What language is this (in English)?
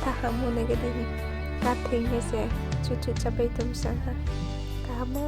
Riang (India)